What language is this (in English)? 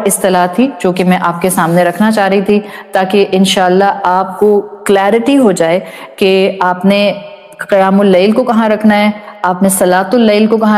Urdu